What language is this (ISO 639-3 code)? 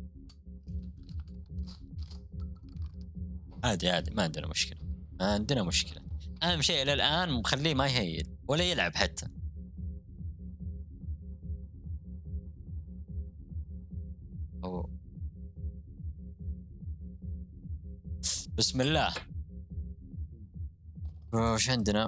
ara